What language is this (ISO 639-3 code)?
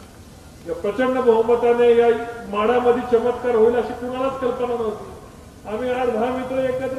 mar